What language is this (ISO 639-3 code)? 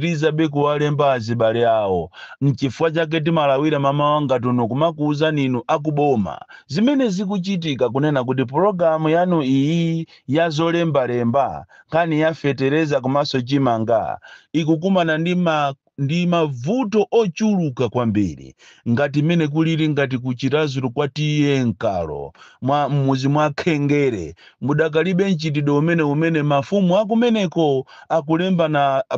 nya